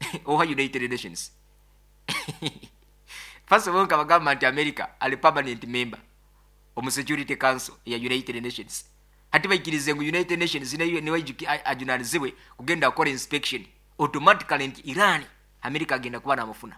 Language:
Nyoro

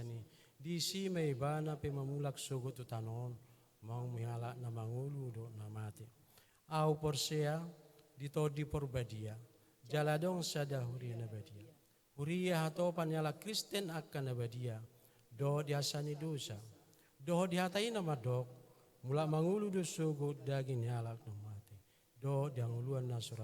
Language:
Batak Toba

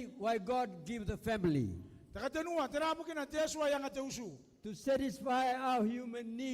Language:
Gilbertese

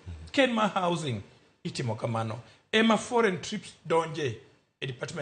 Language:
Luo (Kenya and Tanzania)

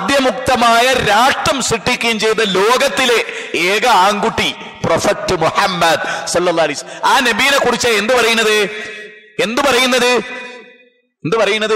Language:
Malayalam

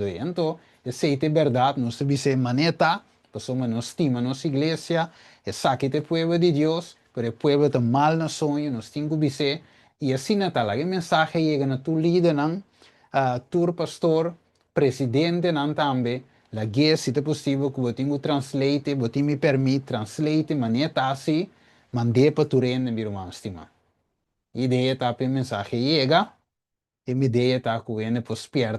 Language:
Papiamento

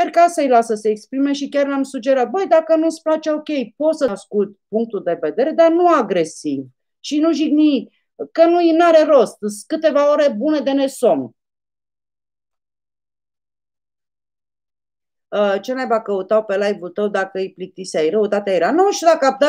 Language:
Romanian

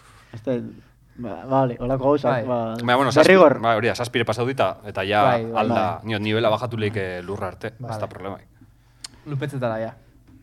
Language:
Basque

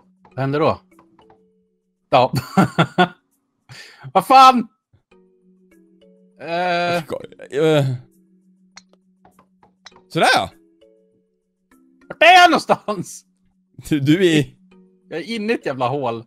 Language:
Swedish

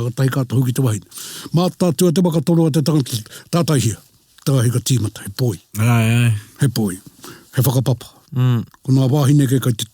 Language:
Māori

